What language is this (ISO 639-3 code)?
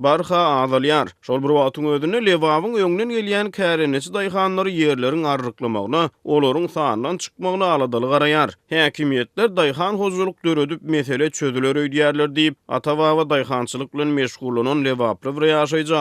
tuk